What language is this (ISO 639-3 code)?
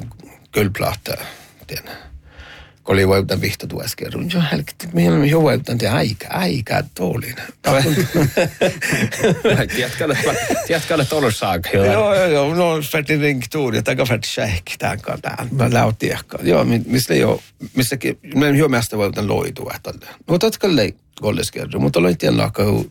sme